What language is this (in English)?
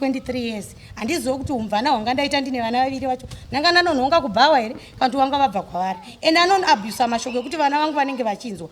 Shona